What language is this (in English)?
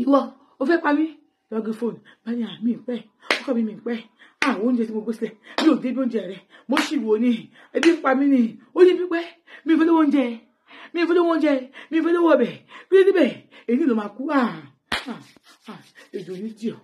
Yoruba